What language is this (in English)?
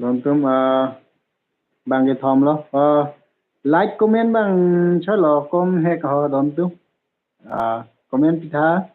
Karbi